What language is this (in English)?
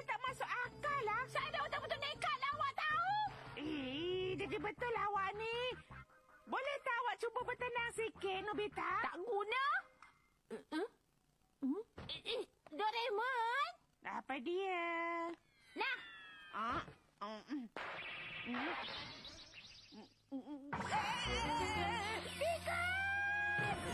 Malay